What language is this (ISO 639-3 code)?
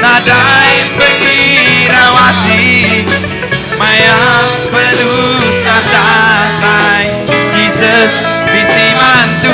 iba